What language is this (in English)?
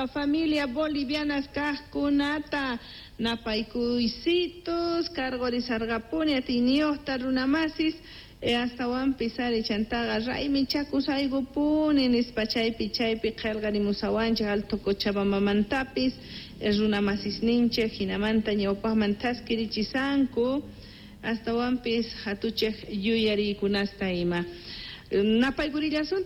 Quechua